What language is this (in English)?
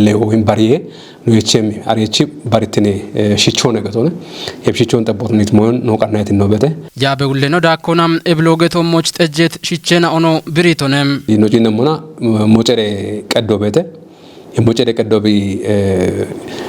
Kafa